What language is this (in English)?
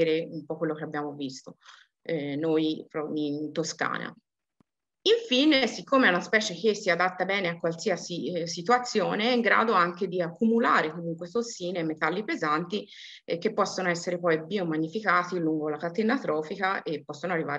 Italian